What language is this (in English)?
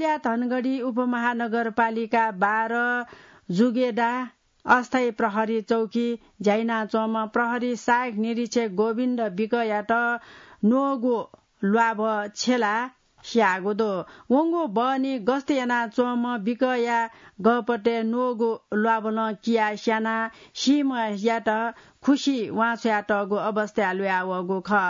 Newari